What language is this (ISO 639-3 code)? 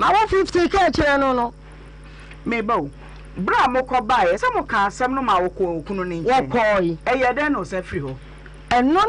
aka